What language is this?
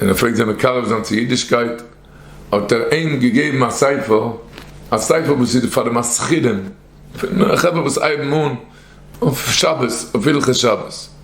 Yiddish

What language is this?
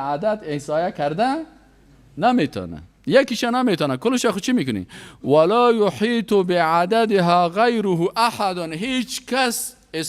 Persian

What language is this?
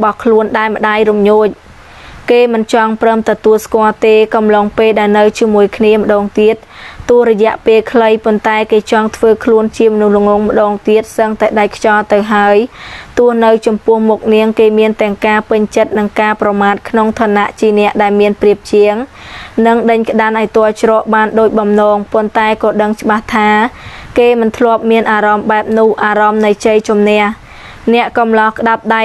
Khmer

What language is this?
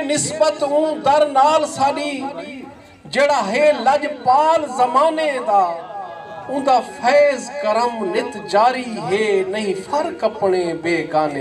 Saraiki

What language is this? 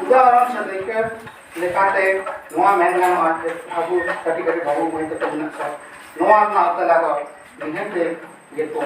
Santali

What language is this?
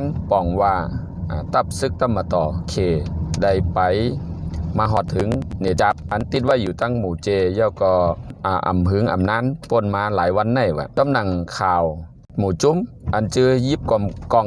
Shan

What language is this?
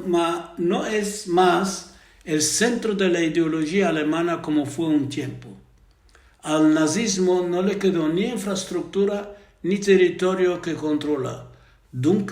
Ladino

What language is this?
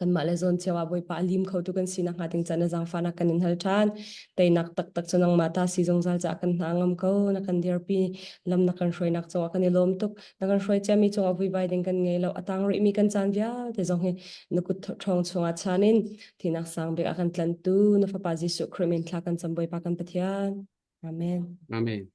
Hakha Chin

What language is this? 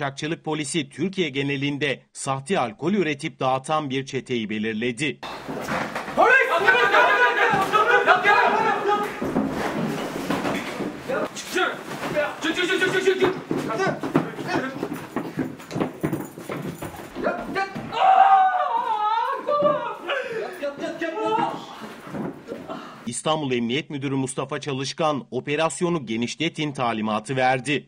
Turkish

